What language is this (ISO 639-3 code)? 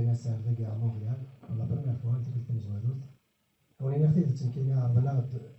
kab